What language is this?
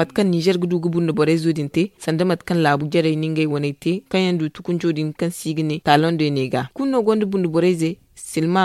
Zarma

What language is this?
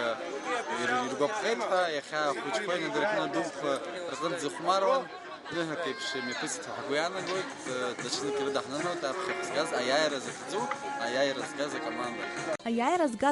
Abkhazian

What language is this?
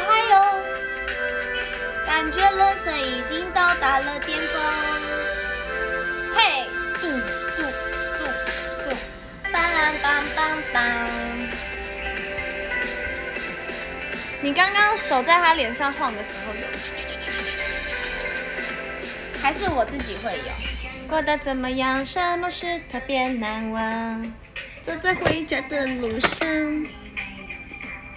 Chinese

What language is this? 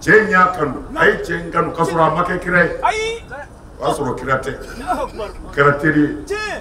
Bambara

